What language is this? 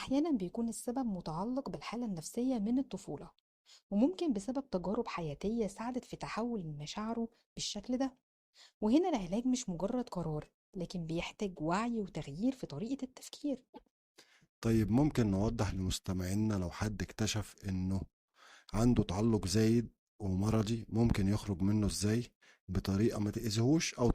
Egyptian Arabic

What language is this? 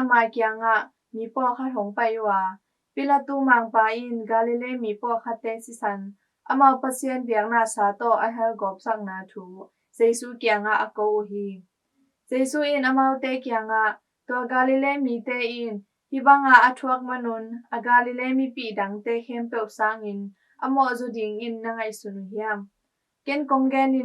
Tedim Chin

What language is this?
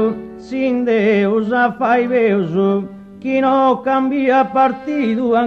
Sardinian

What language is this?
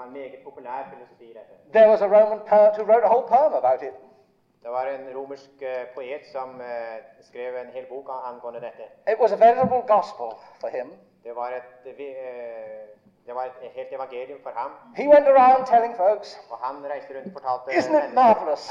Norwegian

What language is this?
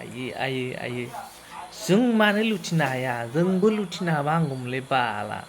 Bodo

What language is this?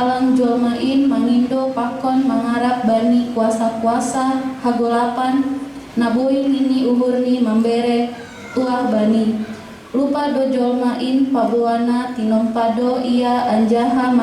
Batak Simalungun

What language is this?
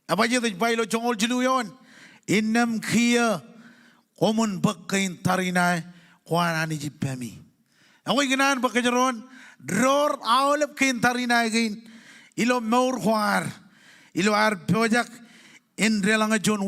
Marshallese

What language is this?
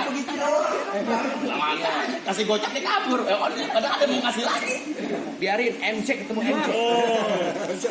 Betawi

